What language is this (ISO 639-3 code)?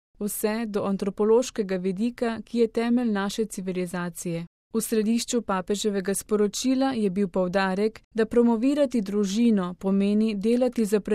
slv